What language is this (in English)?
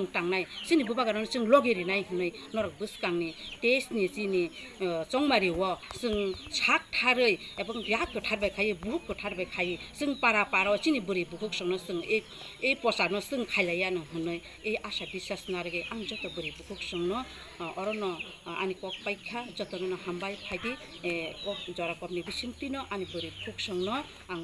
Kok Borok